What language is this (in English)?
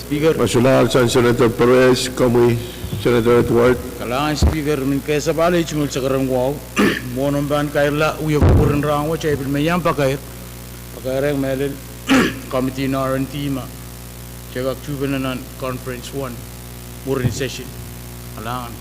Pohnpeian